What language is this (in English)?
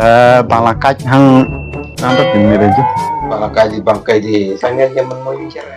Khasi